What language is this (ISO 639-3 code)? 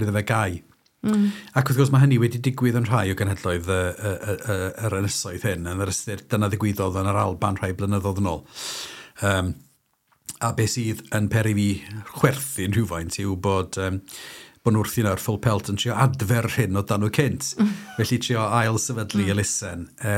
cym